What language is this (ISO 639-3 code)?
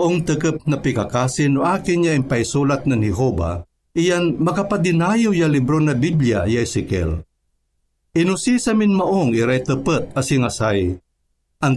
pag